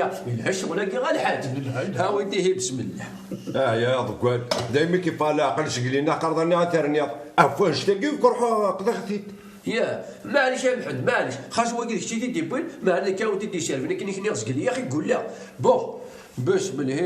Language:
Kabyle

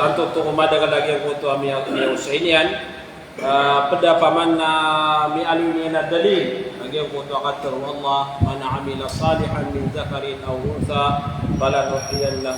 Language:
Maranao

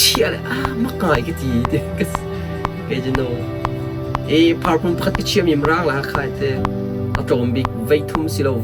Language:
Hakha Chin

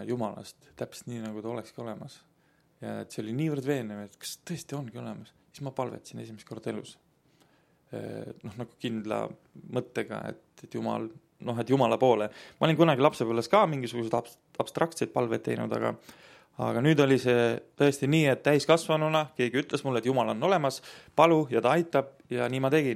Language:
Estonian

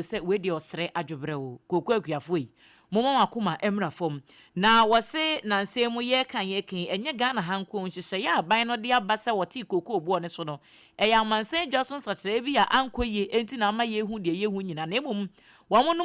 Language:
Akan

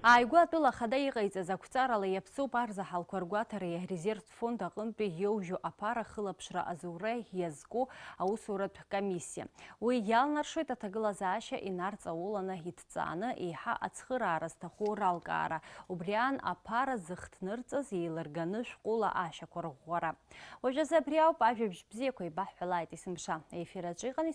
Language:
Abkhazian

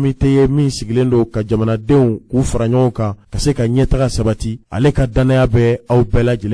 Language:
Bambara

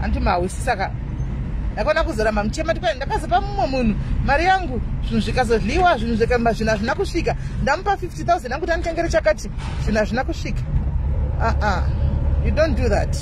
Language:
Shona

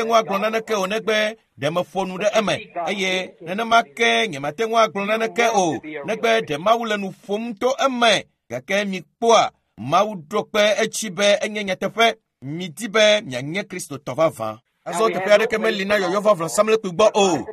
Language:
Ewe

